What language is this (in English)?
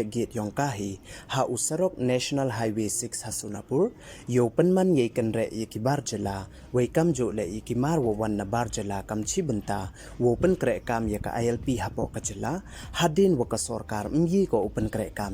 Pnar